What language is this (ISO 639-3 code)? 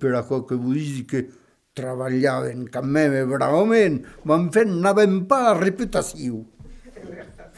oci